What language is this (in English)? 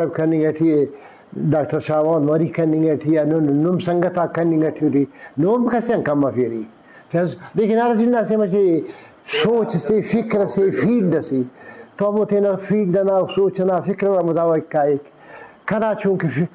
Brahui